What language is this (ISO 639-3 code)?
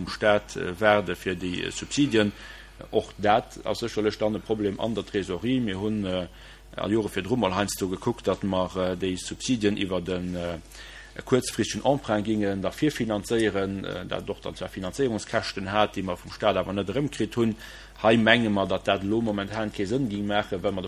ltz